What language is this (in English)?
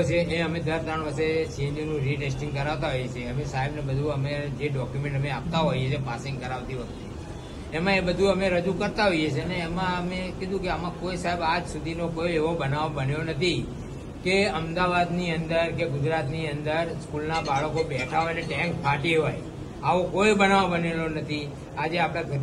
Gujarati